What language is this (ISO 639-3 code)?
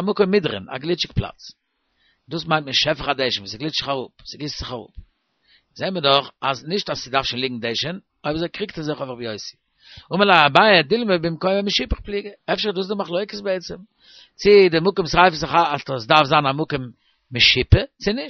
yid